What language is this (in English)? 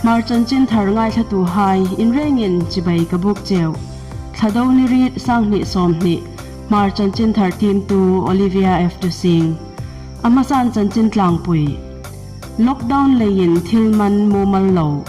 Hmar